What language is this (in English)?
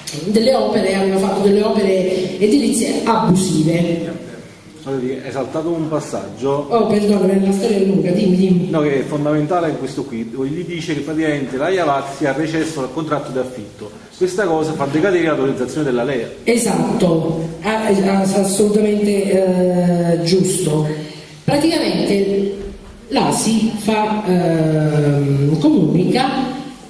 Italian